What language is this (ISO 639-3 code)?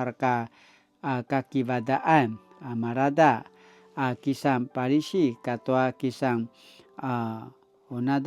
pwn